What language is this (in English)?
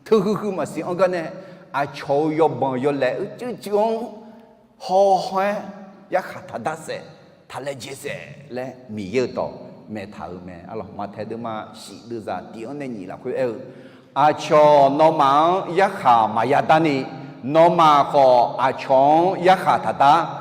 Akha